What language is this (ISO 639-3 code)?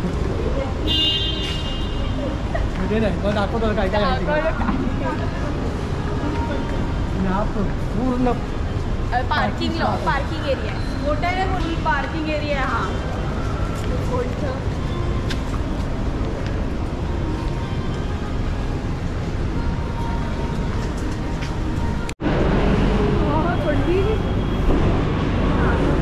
mar